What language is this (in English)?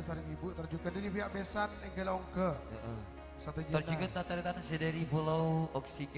Madurese